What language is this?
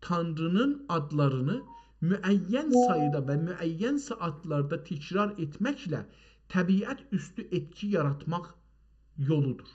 South Azerbaijani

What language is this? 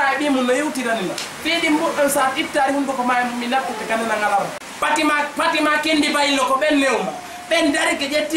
Fula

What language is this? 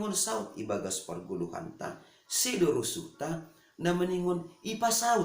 Batak Simalungun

